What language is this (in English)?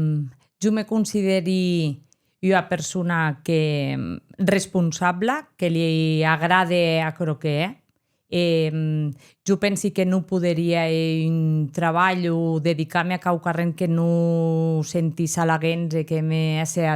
Occitan